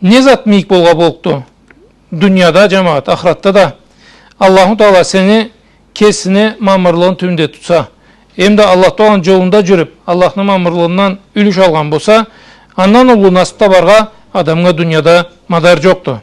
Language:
Karachay-Balkar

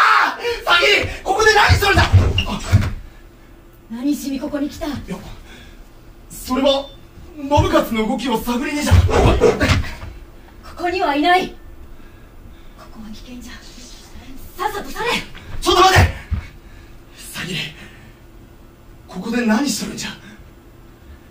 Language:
Japanese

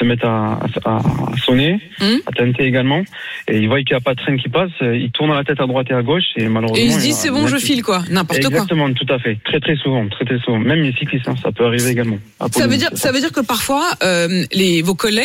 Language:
French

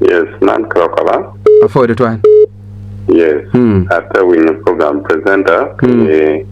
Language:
Acoli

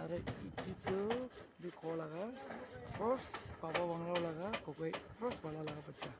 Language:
Naga Pidgin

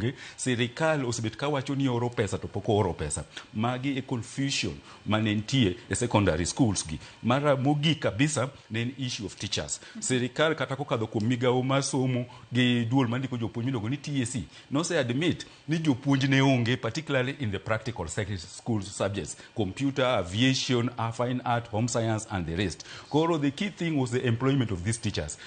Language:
Luo (Kenya and Tanzania)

